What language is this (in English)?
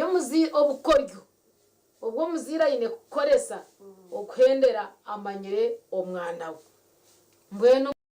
Nyankole